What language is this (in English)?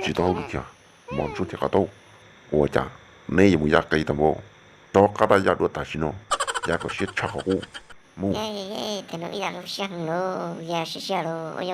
Hmong